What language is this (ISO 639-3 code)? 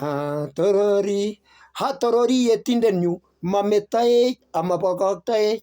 kln